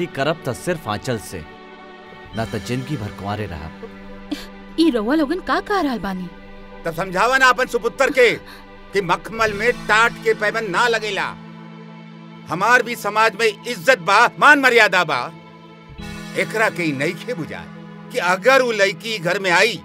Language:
Bhojpuri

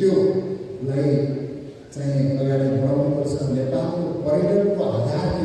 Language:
Nepali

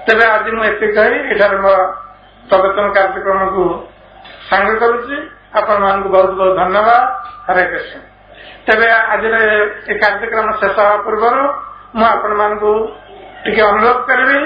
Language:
Odia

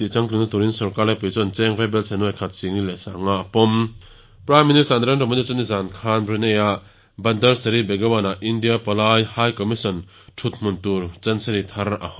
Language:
Mizo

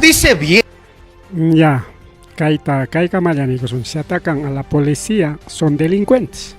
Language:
Ayacucho Quechua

